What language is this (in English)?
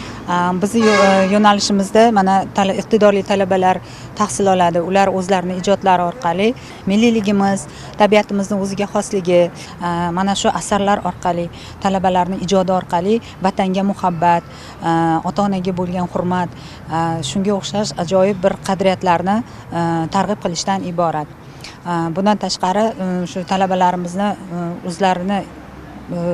Uzbek